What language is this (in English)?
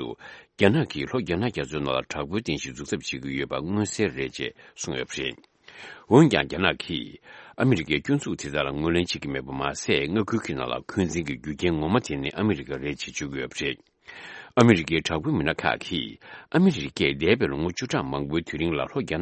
Tibetan